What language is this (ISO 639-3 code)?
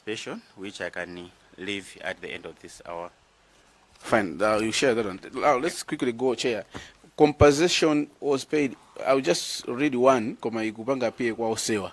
nya